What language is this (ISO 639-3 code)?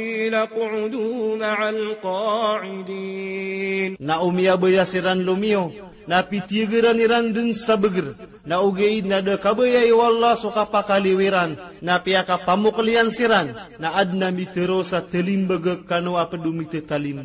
mrw